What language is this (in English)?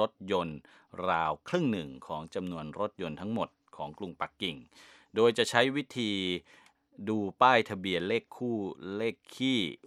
Thai